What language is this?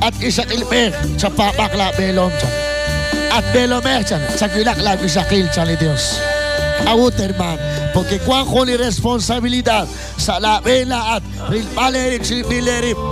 Kekchí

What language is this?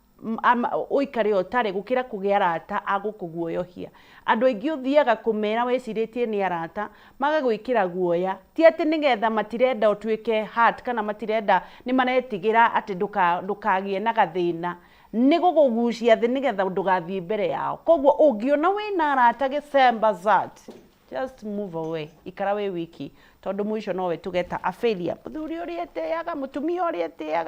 Kikuyu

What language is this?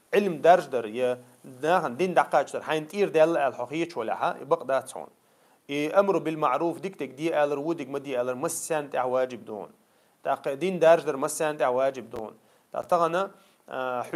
Chechen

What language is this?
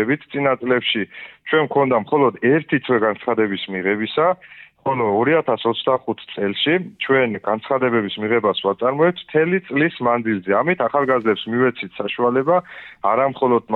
Georgian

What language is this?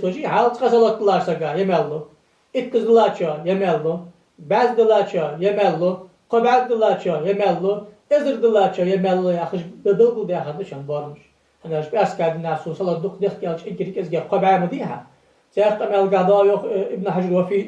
Ingush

